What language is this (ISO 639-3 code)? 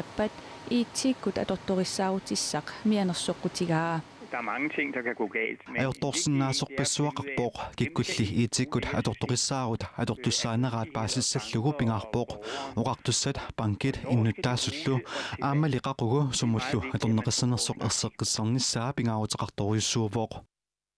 kal